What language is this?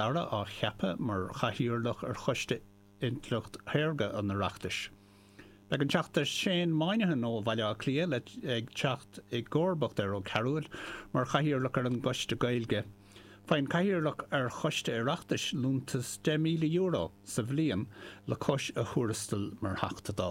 Irish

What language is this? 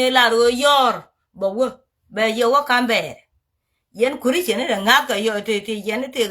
Nuer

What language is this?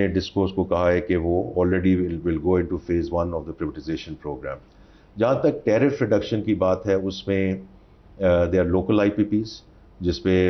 Urdu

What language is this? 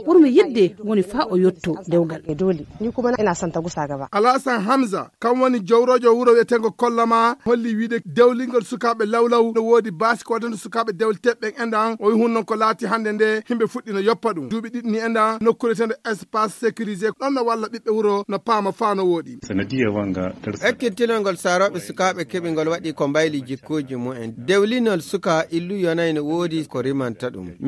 Fula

